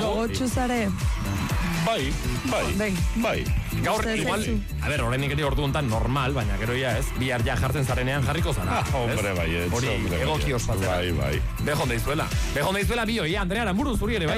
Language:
Basque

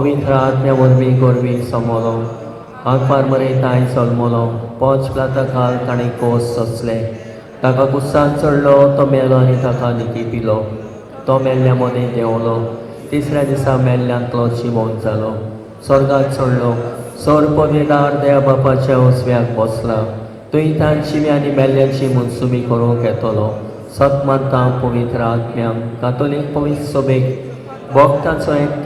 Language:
Konkani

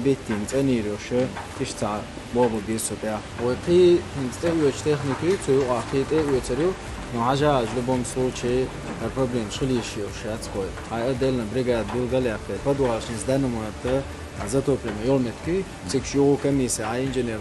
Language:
Chechen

